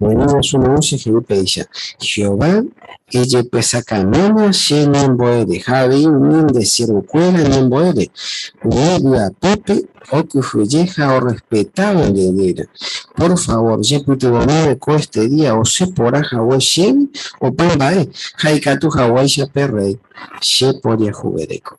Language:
Guarani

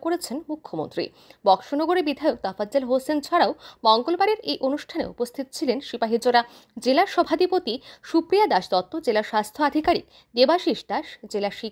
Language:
Bangla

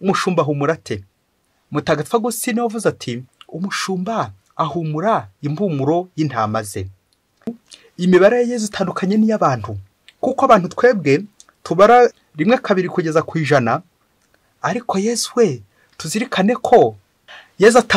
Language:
Kinyarwanda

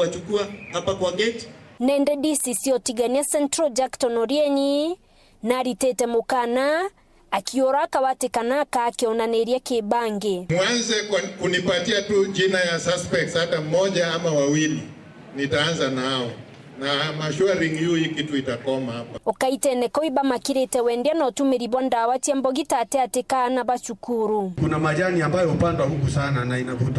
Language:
Meru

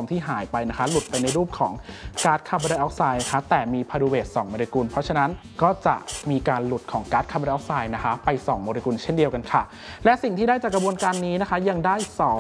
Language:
Thai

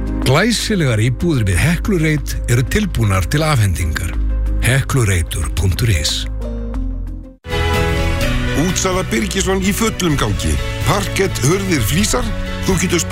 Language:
Icelandic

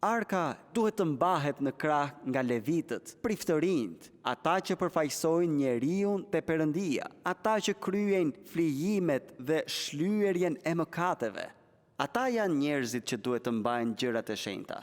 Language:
Albanian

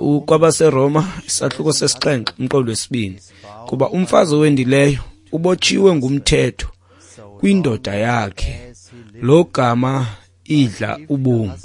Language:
Xhosa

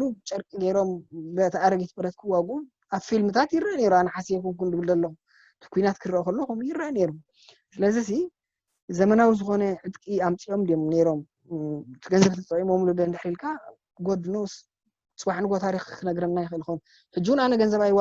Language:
Tigrinya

